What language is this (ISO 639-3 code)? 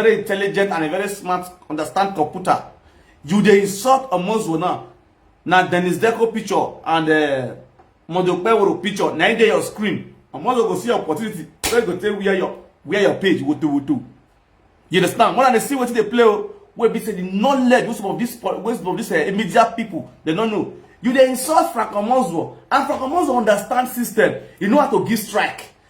pcm